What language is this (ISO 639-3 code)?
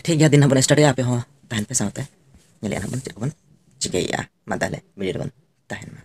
sat